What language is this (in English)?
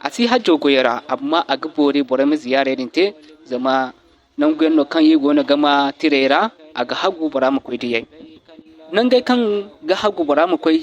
Zarma